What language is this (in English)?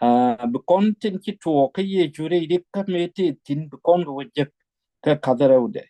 Nuer